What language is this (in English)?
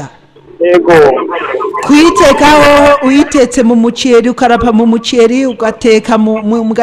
Rundi